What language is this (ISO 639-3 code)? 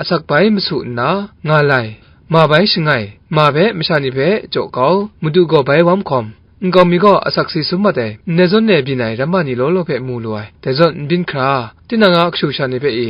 kac